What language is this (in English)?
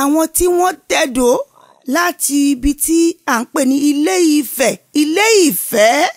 Yoruba